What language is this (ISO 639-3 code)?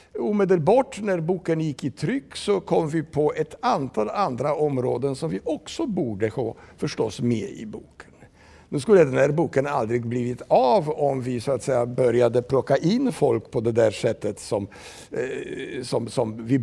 swe